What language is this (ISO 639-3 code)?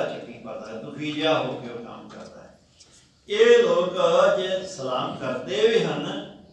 pan